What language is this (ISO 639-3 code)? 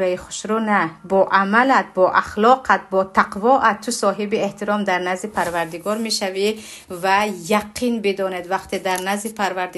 tgk